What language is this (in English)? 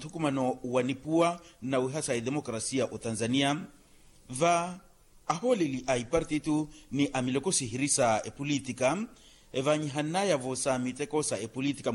Makhuwa